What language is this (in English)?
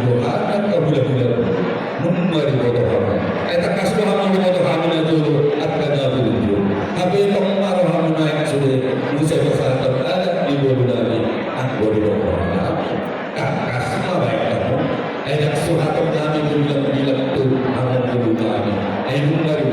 Batak Toba